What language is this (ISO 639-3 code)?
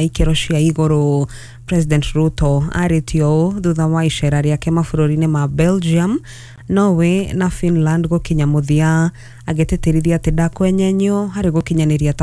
kik